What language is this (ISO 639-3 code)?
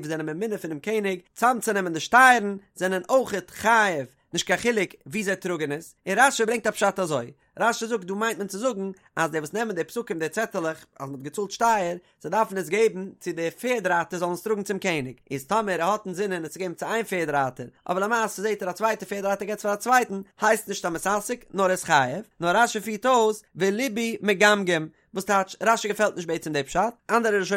yid